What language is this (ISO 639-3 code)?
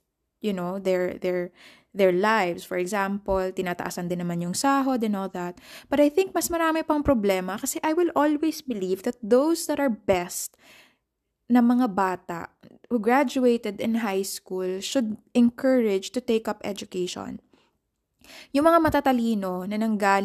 fil